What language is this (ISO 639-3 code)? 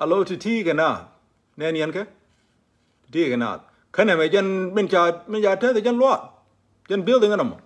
nus